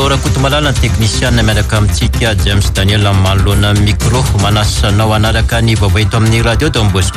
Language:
Malagasy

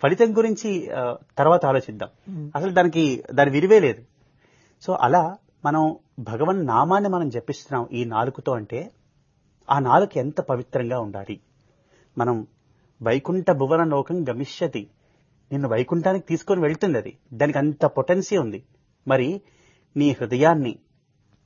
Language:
Telugu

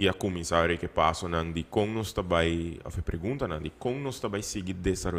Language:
Papiamento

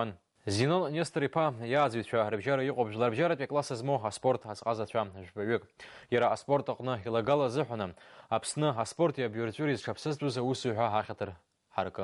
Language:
Abkhazian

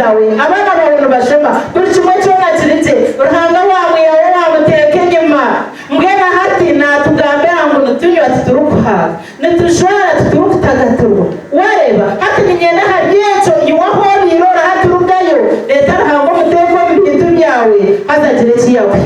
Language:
Nyankole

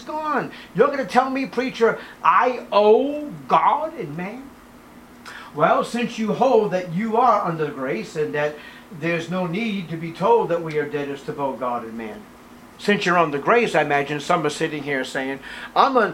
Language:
English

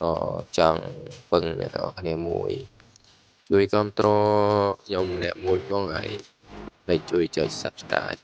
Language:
Khmer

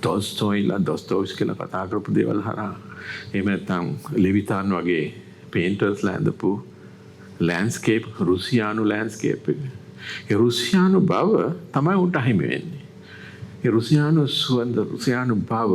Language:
Sinhala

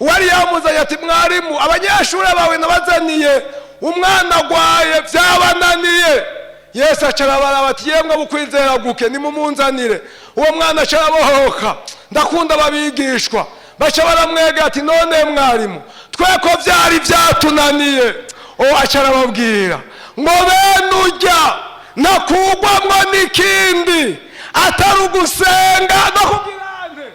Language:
Rundi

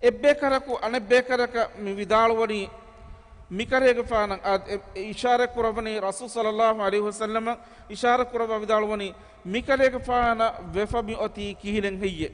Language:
Divehi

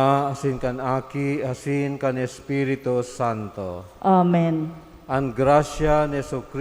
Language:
Bikol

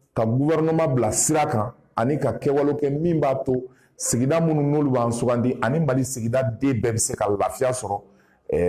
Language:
Bambara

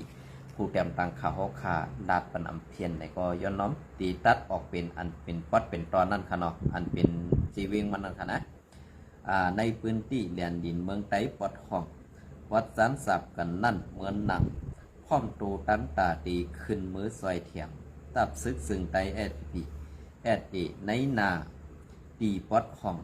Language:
Shan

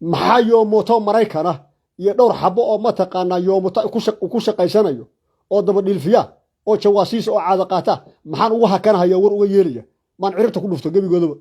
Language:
Somali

